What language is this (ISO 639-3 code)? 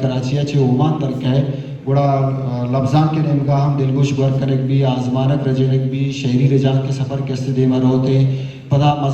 bal